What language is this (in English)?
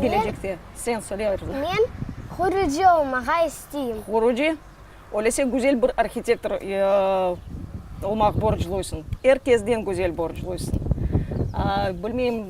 Crimean Tatar